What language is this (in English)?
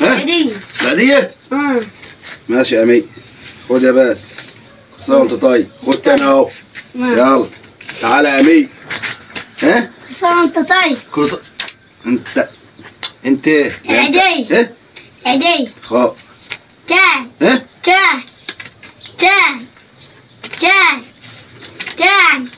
Egyptian Arabic